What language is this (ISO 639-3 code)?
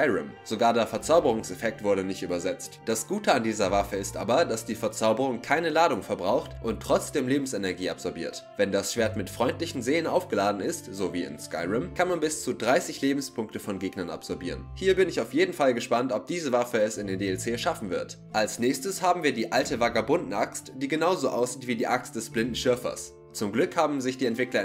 deu